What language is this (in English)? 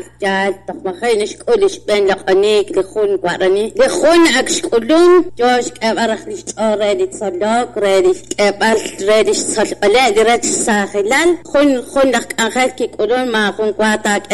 Kekchí